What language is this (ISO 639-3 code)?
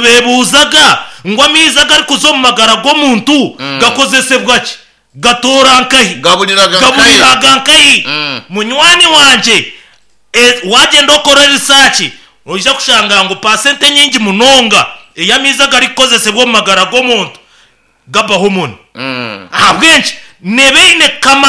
nyn